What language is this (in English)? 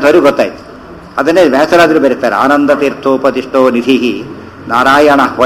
Kannada